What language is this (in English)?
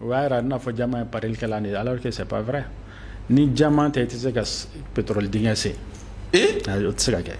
Bambara